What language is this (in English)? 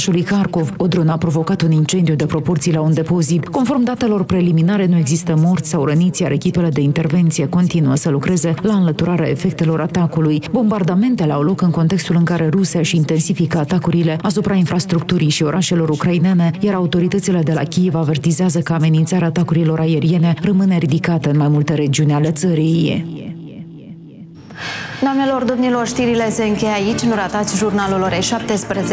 Romanian